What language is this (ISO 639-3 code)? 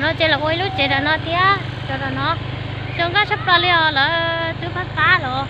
hmn